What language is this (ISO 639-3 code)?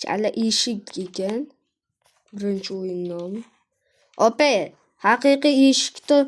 uzb